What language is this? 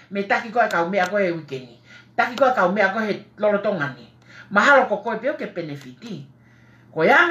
Tongan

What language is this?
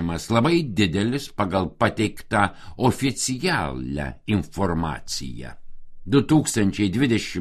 Lithuanian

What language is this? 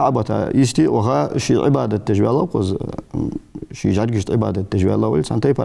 Ingush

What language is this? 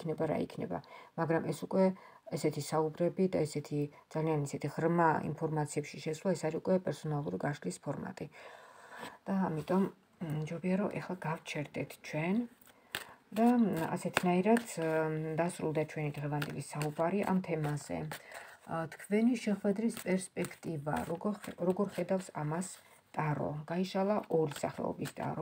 Georgian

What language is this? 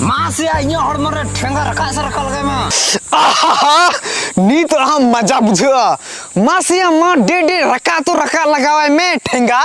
Santali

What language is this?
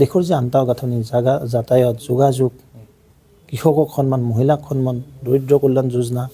Assamese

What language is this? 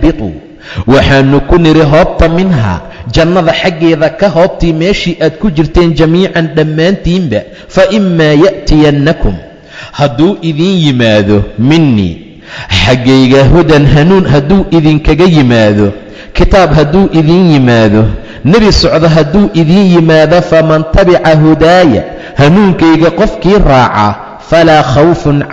Somali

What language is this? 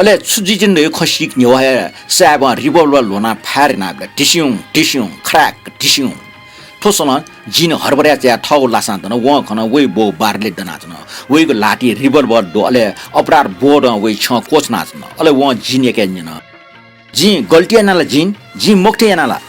Newari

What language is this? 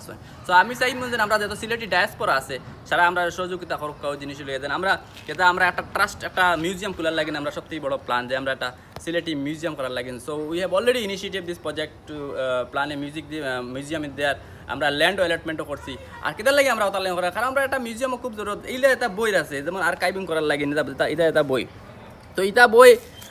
Sylheti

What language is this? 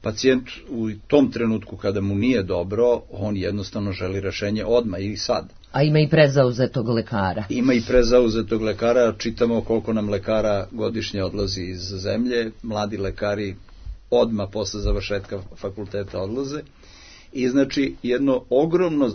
Serbian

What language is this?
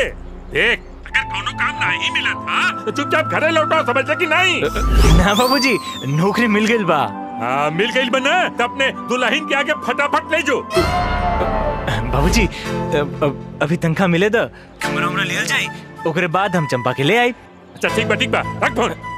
Bhojpuri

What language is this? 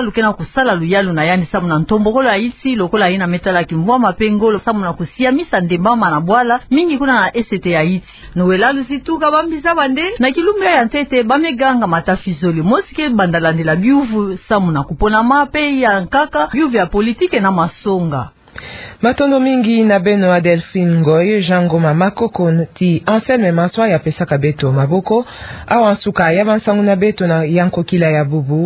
Kituba (Democratic Republic of Congo)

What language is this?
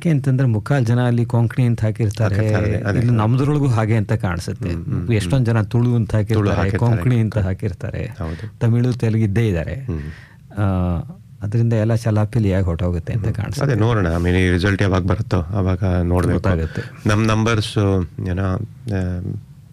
Kannada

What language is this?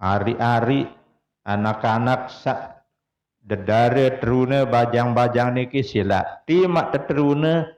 Sasak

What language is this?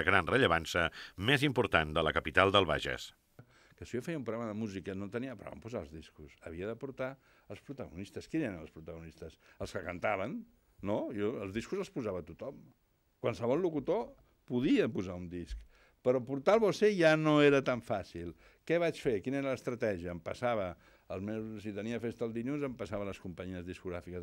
Catalan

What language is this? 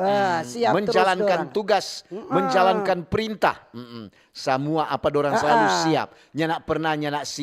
Manado Malay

